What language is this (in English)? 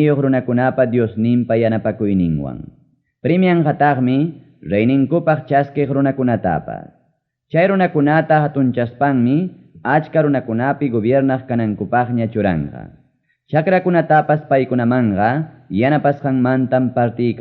Ayacucho Quechua